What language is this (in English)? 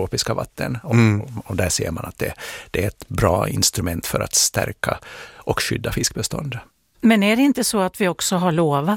Swedish